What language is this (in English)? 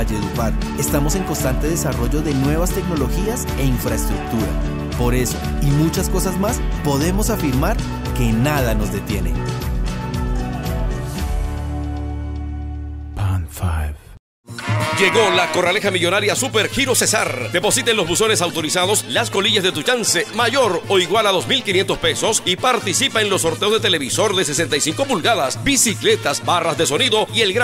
Spanish